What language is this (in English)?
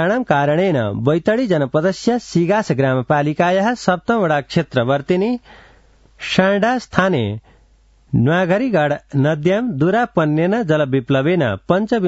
Sanskrit